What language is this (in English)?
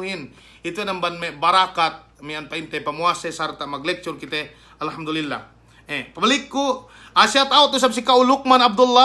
Yakan